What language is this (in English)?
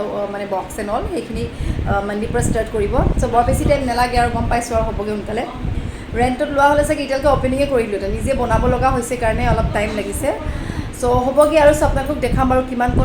Assamese